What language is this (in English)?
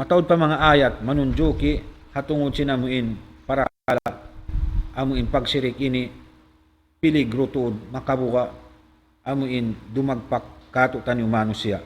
Tausug